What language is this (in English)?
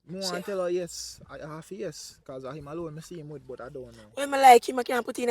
Jamaican Creole English